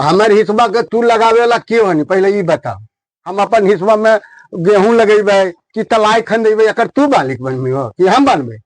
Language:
Magahi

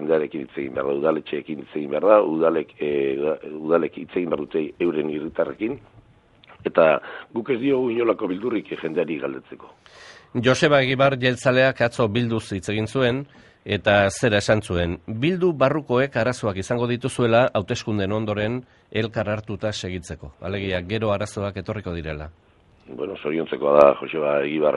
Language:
Basque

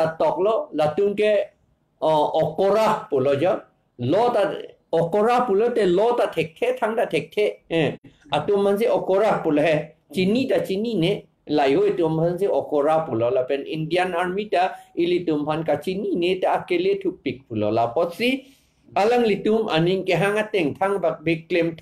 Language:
Karbi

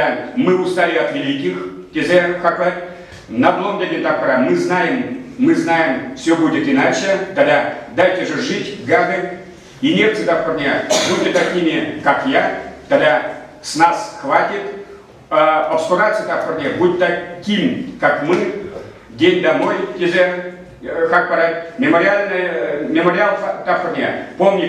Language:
Chuvash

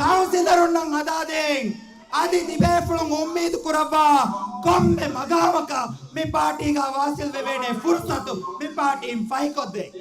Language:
Divehi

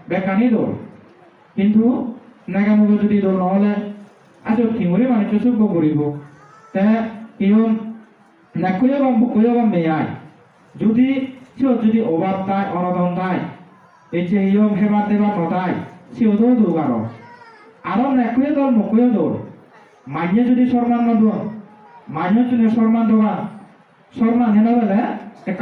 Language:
Chakma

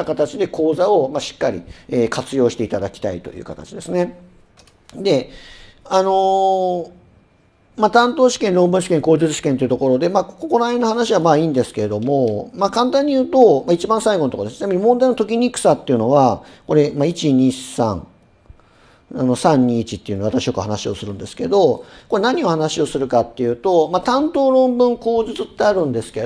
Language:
Japanese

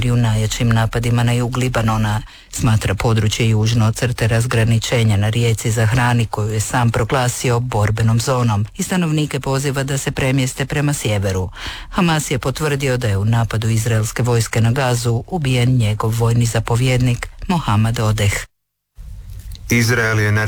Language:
Croatian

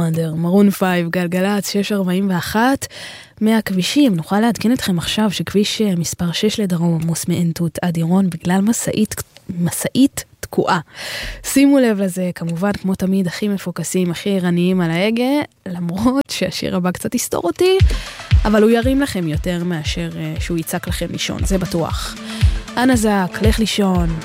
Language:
Hebrew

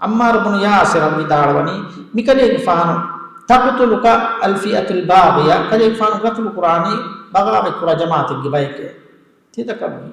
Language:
Divehi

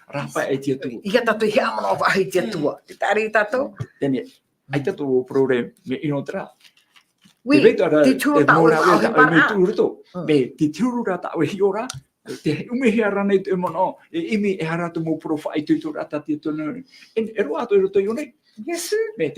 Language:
Tahitian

